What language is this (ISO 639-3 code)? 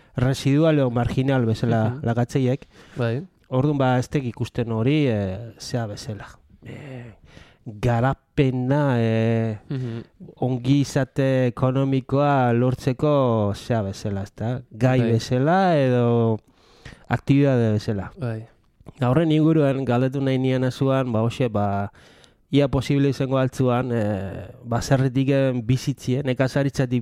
eus